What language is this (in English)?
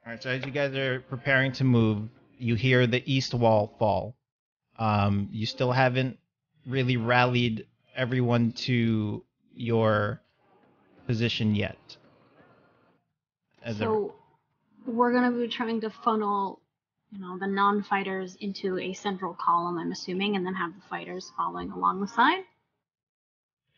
English